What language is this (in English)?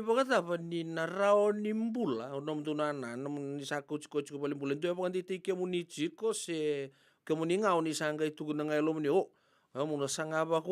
Fijian